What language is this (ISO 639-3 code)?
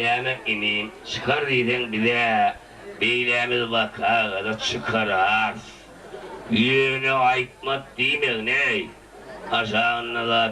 tuk